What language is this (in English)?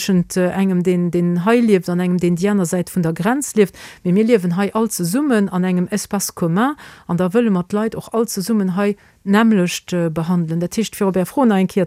Luxembourgish